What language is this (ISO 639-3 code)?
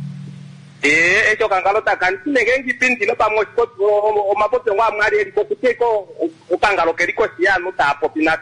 kua